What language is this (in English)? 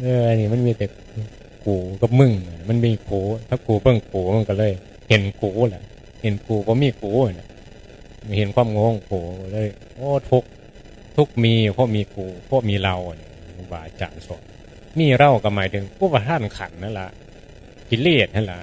Northeastern Thai